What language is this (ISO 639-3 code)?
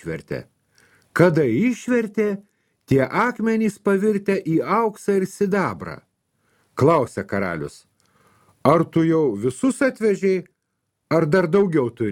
lit